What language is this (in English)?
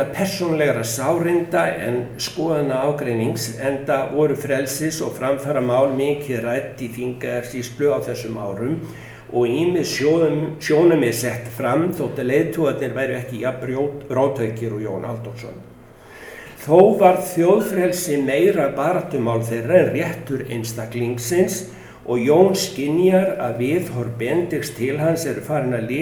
Icelandic